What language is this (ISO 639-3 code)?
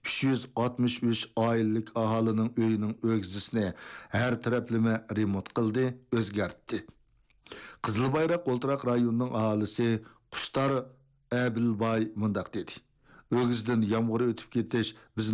uig